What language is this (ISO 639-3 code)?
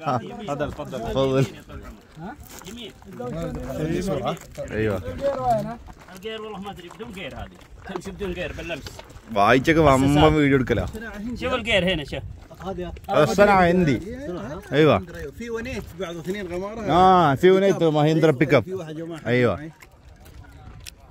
mal